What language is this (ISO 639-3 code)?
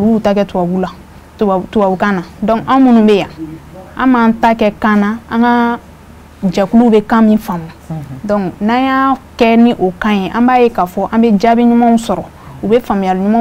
bam